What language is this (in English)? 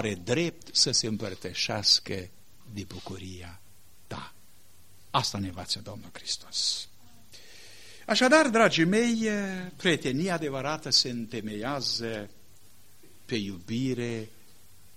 Romanian